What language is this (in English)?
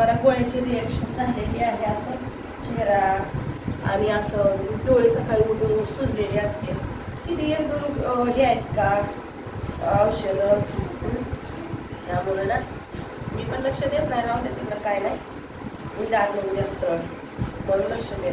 Marathi